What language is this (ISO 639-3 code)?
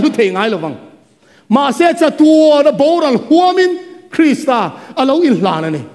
lus